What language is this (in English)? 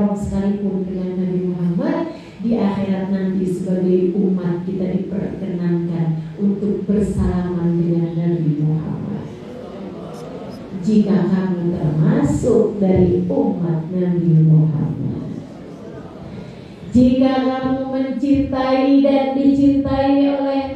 Indonesian